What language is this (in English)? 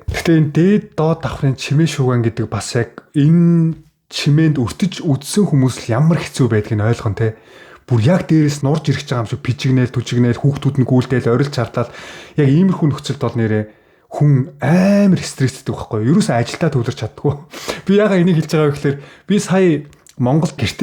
Mongolian